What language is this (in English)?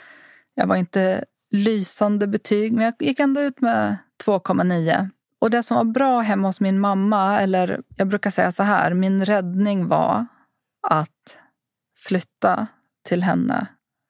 Swedish